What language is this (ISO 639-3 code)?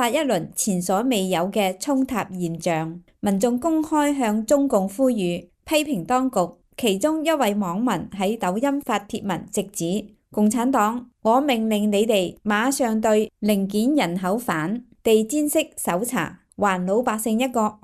yue